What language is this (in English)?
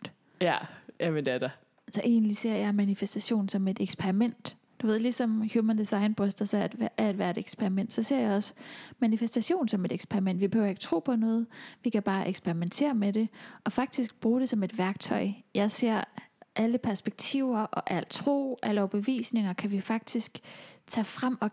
Danish